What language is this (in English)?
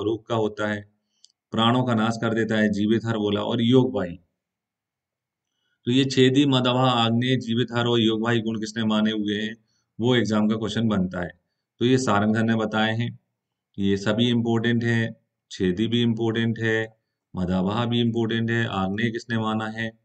Hindi